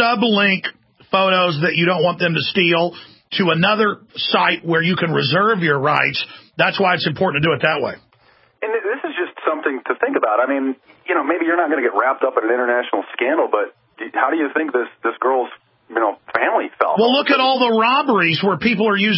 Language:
English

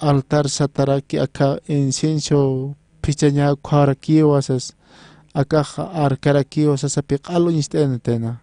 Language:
Aymara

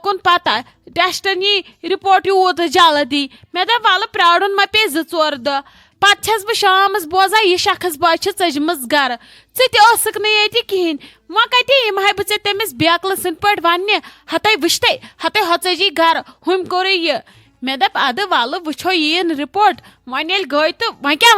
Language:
Kashmiri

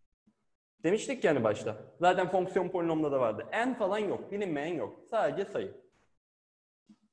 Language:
Turkish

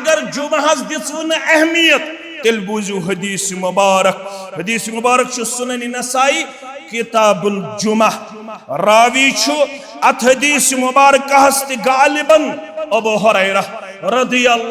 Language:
Kashmiri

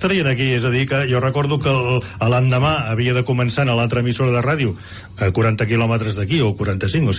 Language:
Catalan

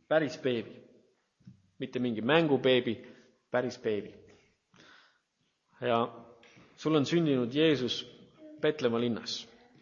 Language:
Estonian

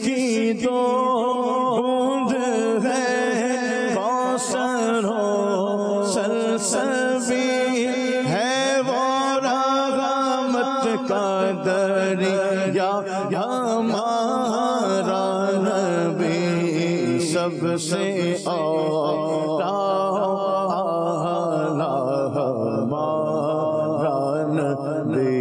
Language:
Urdu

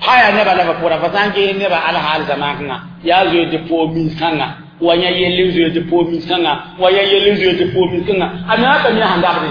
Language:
Mossi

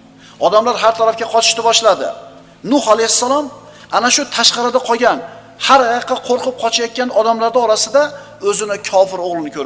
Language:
Uzbek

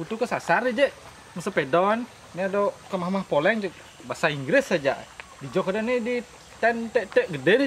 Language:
Balinese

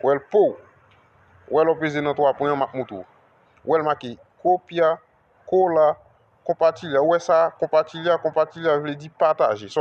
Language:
Haitian Creole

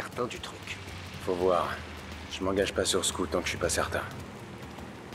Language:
French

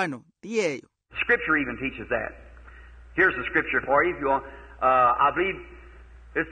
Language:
Makhuwa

